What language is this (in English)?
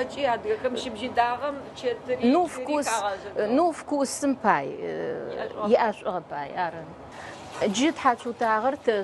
Adyghe